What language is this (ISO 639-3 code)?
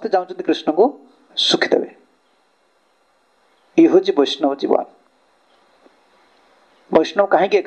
ori